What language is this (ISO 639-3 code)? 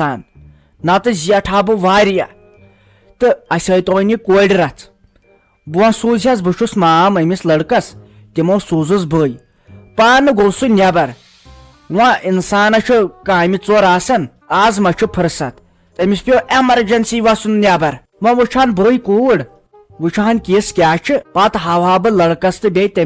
kas